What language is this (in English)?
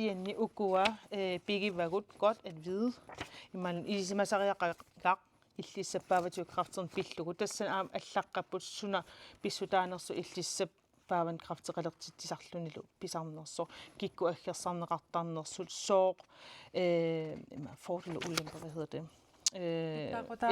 Kalaallisut